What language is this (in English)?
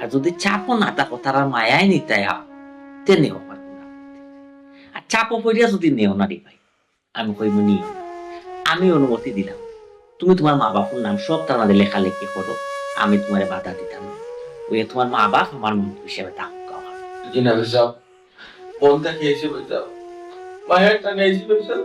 Sylheti